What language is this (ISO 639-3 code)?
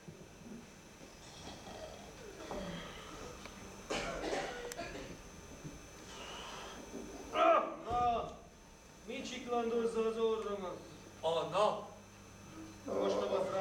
hun